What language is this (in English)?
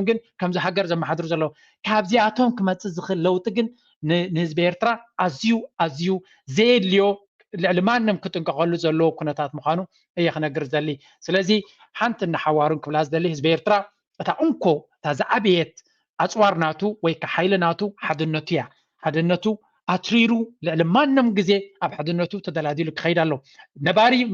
Tigrinya